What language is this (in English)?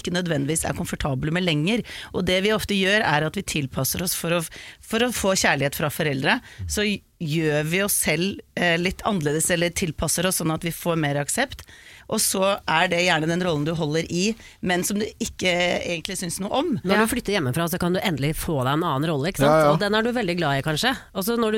Norwegian